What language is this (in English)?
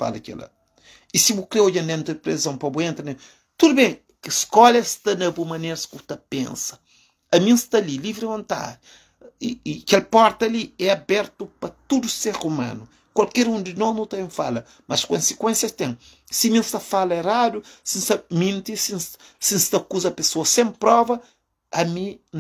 Kabuverdianu